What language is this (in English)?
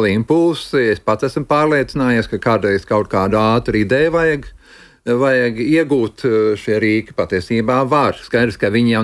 Latvian